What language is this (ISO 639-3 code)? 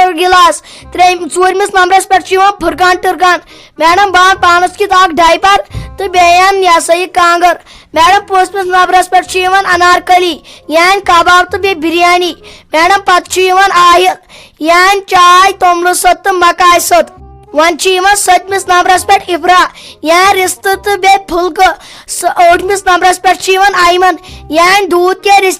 kas